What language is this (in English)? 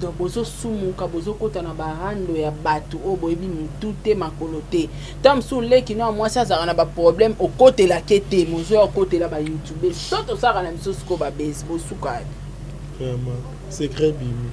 Lingala